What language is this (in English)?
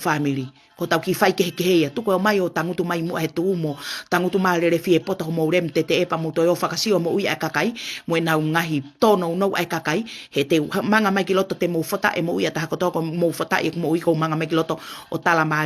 Tongan